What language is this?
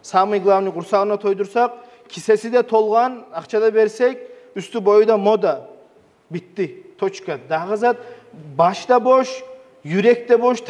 Kumyk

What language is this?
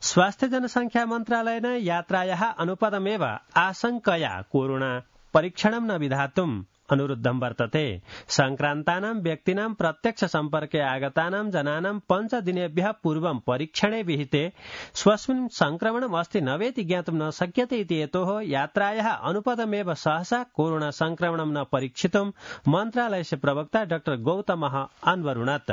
Sanskrit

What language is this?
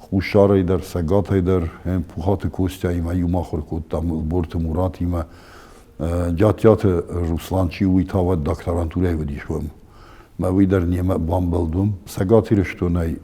Ossetic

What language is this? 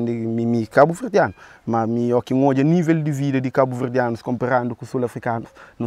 Kabuverdianu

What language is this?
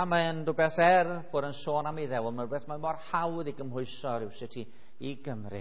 Welsh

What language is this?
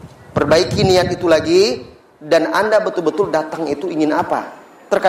Indonesian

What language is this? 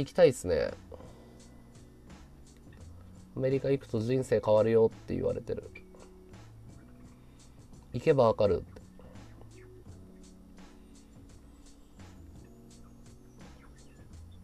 Japanese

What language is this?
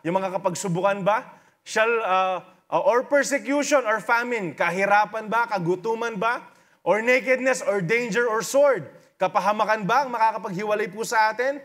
Filipino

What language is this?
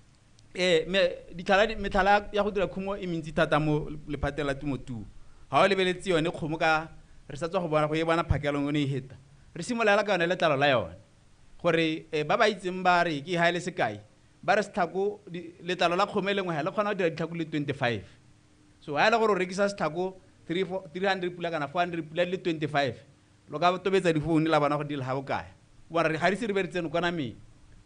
Tswana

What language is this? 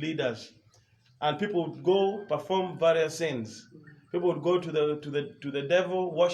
Acoli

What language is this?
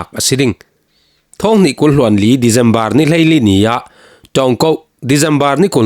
Falam Chin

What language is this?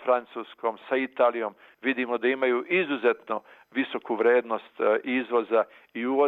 Serbian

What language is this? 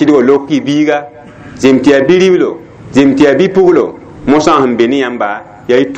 Mossi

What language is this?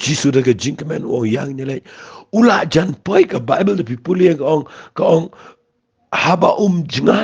Khasi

